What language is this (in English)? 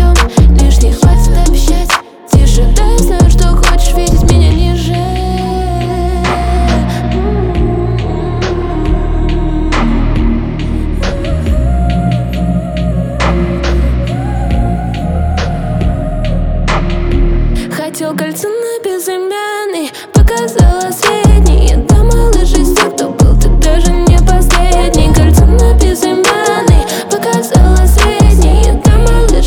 Russian